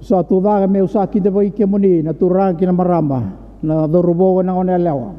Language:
Fijian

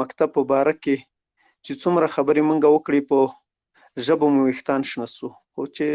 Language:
Pashto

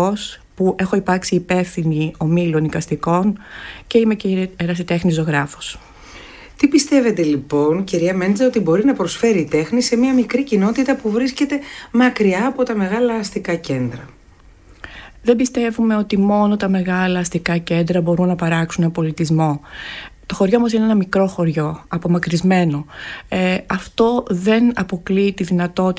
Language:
Greek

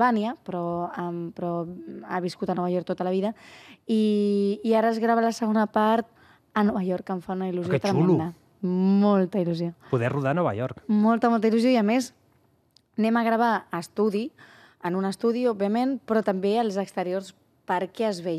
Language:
Catalan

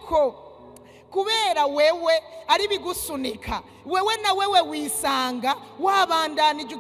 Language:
Rundi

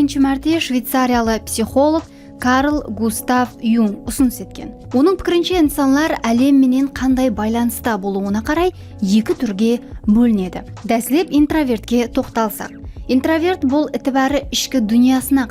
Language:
Kara-Kalpak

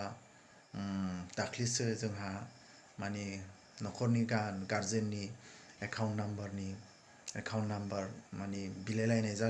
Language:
Bodo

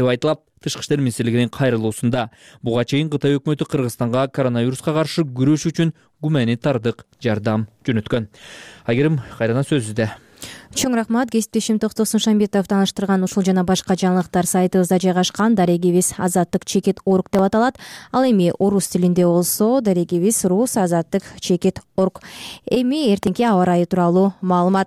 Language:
Kyrgyz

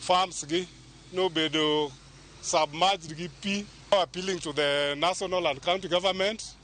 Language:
Luo (Kenya and Tanzania)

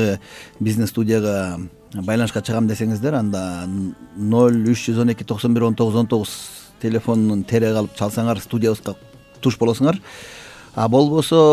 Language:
Kyrgyz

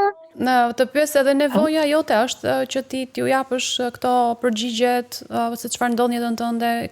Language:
Albanian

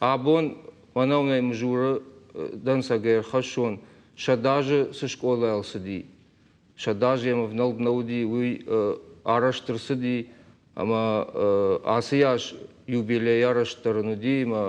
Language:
Ossetic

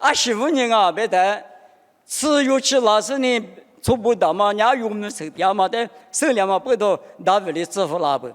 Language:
Lisu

